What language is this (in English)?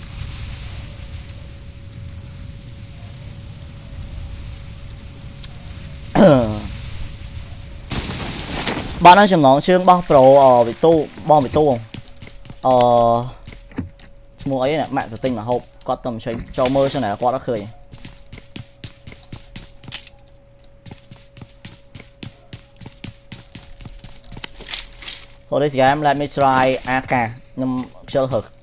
Vietnamese